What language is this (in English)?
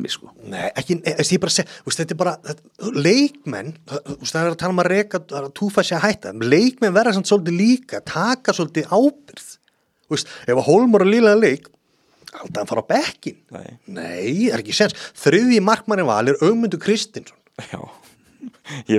Icelandic